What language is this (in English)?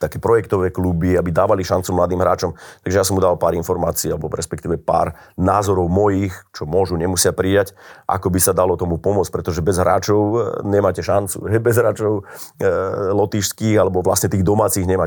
Slovak